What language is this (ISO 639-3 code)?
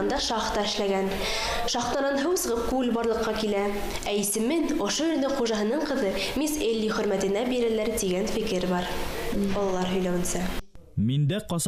bak